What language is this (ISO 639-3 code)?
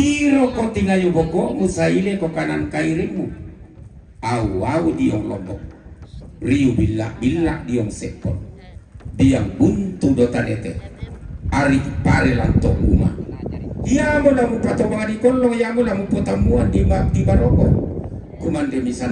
sda